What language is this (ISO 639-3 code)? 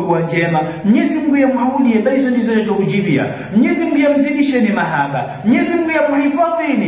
zdj